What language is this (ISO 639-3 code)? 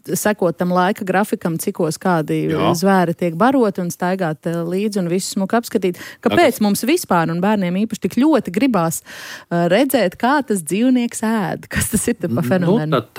lav